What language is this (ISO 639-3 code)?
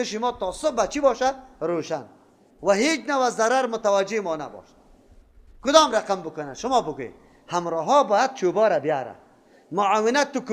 fas